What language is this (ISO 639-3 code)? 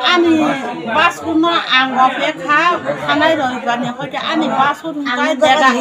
trp